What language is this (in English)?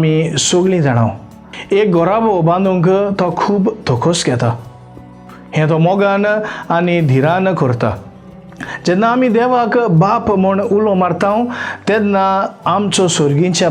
Konkani